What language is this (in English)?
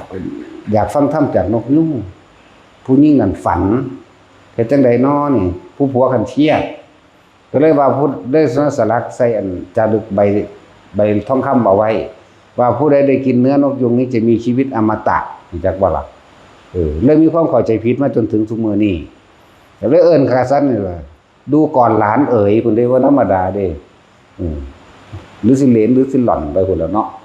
Northeastern Thai